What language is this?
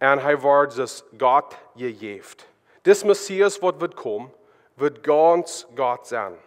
Plautdietsch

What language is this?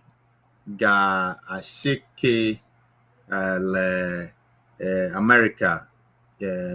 Ewe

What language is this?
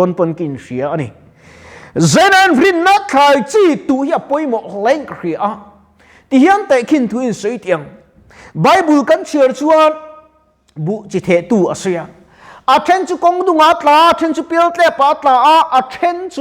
Mizo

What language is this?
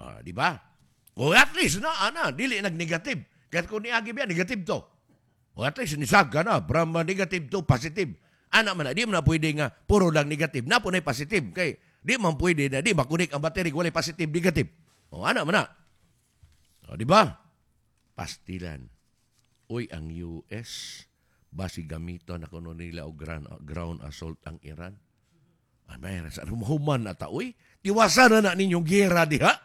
Cebuano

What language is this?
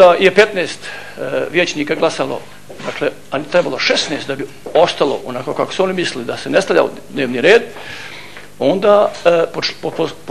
Bosnian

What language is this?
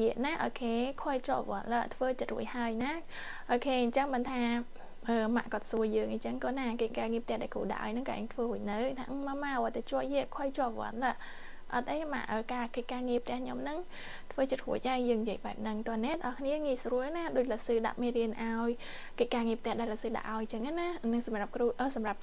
Khmer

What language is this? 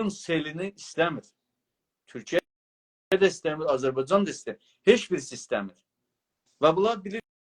South Azerbaijani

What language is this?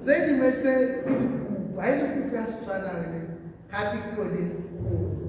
Tswana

